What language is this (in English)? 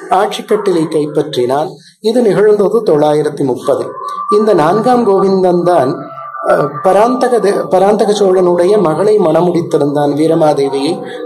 Tamil